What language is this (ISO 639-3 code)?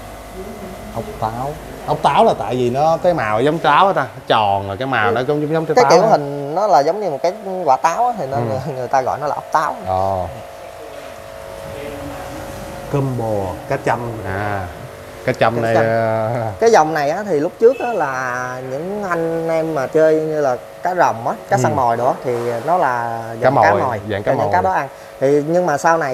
vie